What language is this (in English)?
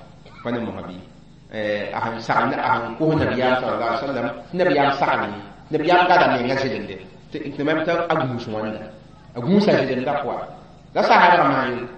Mossi